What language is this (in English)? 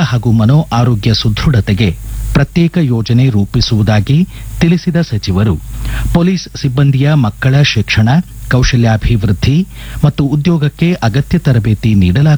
Kannada